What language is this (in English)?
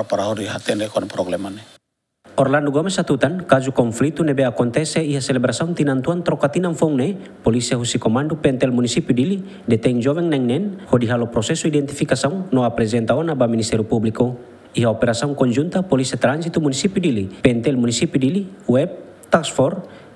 Tetum